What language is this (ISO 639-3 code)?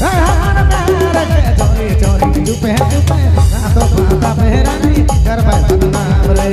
sck